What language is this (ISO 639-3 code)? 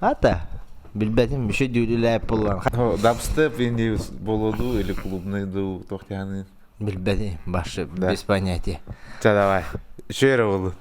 sah